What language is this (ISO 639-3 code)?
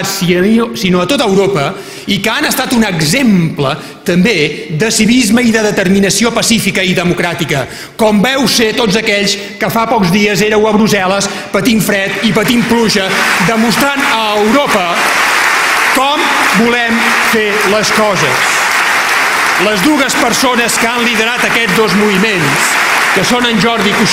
cat